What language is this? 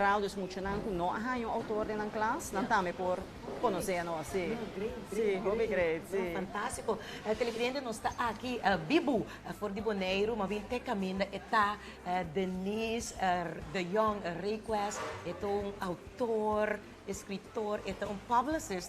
Papiamento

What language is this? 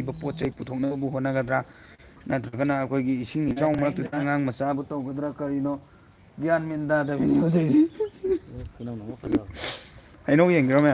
Manipuri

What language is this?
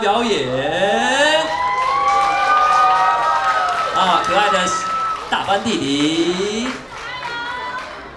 Chinese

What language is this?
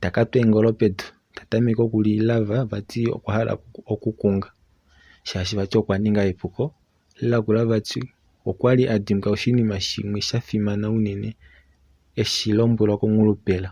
Kuanyama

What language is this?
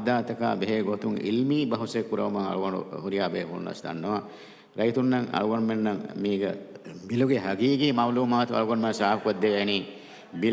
Divehi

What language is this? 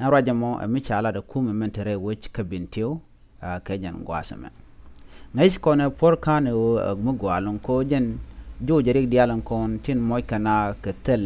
Nuer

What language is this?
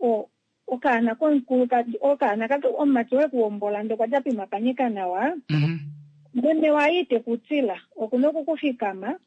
Kuanyama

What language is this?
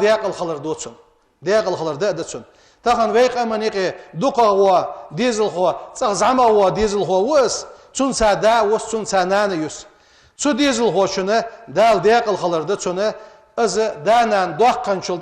Ingush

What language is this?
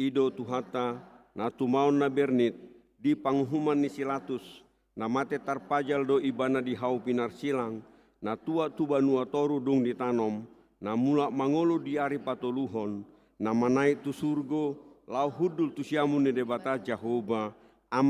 Batak Toba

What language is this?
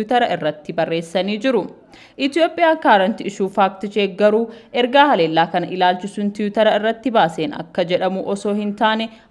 Oromo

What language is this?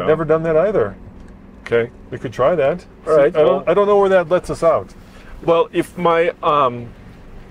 English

